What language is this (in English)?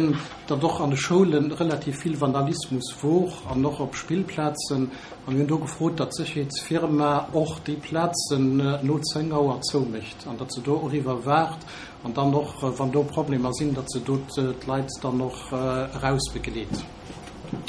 Luxembourgish